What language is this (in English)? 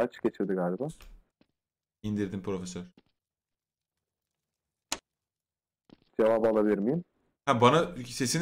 Turkish